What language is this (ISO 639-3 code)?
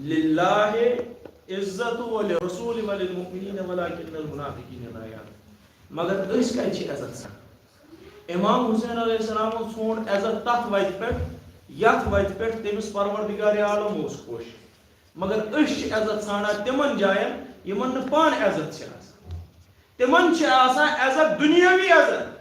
kas